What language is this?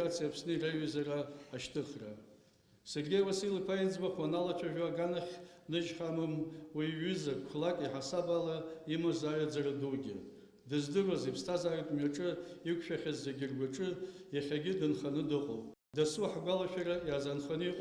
Abkhazian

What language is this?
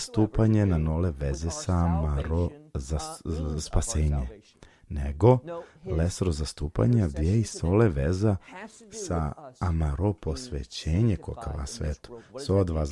Balkan Romani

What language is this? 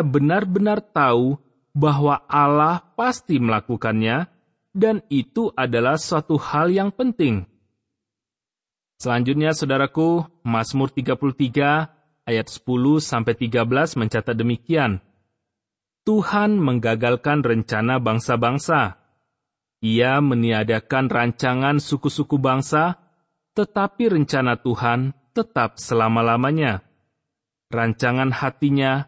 Indonesian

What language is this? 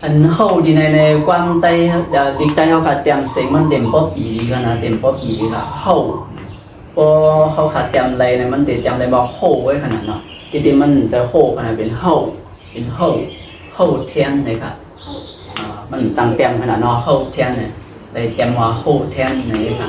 Shan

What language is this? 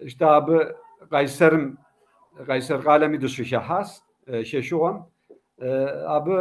Kabardian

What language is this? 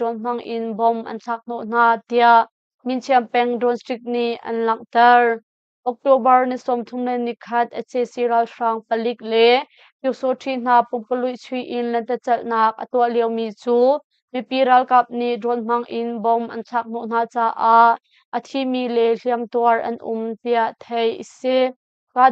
Hakha Chin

